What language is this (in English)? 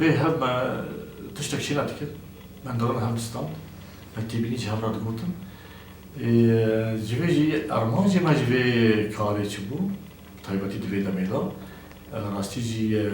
Kurdish